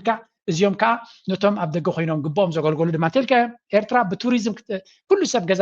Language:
Tigrinya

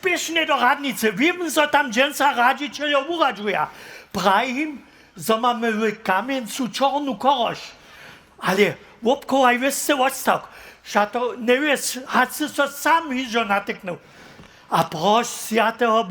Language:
Upper Sorbian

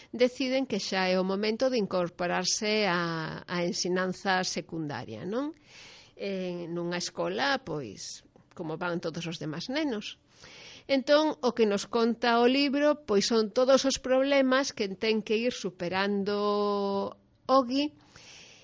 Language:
Galician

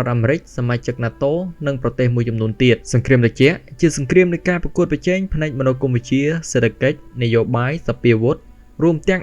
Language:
Khmer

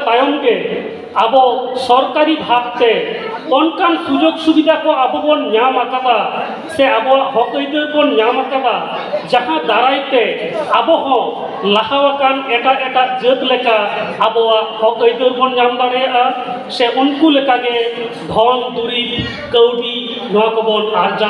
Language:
Santali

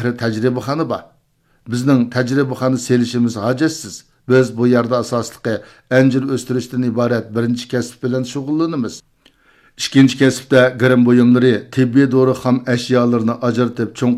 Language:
Uyghur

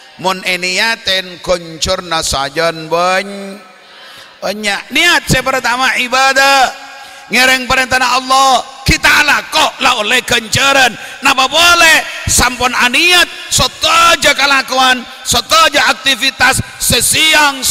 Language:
Madurese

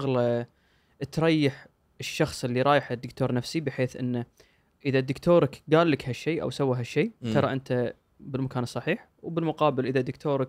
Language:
Gulf Arabic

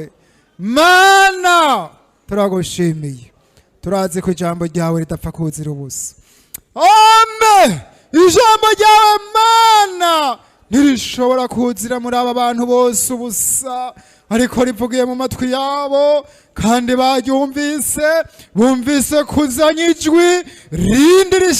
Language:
Rundi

